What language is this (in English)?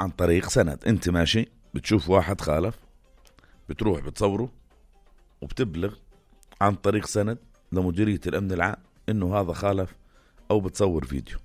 North Levantine Arabic